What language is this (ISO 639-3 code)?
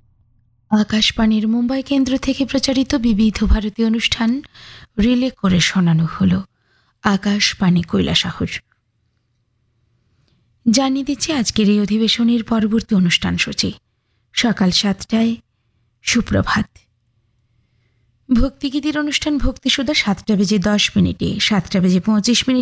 ben